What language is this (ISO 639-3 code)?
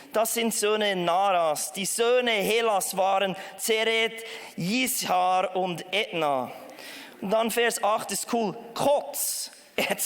gsw